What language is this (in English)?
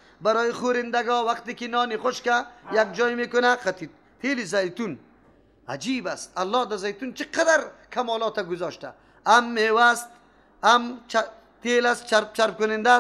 Persian